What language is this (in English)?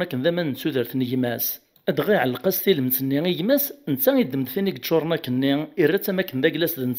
Kabyle